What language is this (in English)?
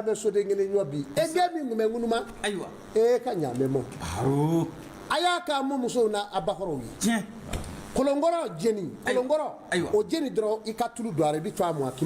Bambara